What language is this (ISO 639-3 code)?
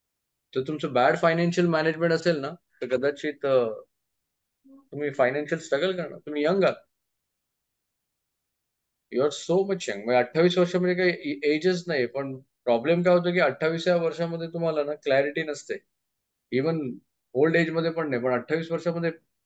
mar